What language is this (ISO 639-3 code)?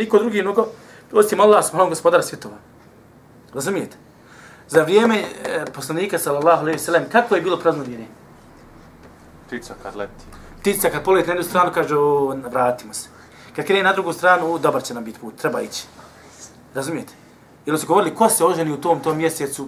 bos